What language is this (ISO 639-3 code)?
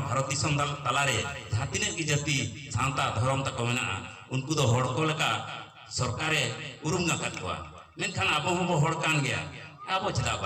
sat